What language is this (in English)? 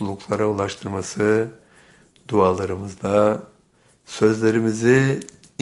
Turkish